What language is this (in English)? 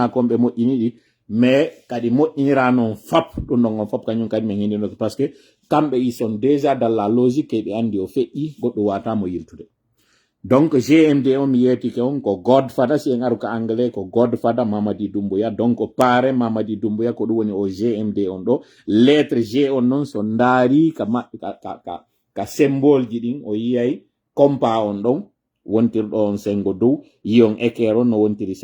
Pular